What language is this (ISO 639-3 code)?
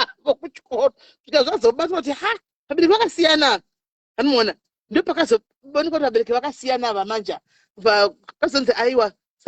sna